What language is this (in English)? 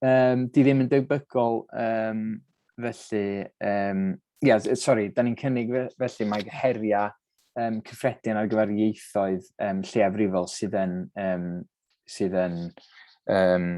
Welsh